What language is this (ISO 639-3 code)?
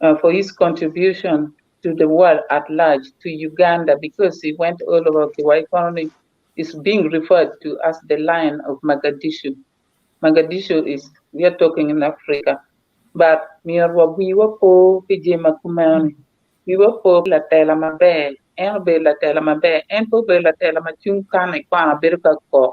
ach